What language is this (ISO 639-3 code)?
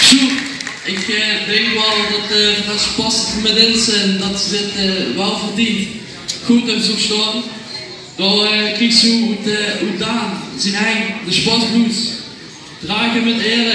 lim